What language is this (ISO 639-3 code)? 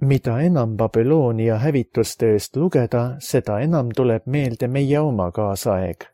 est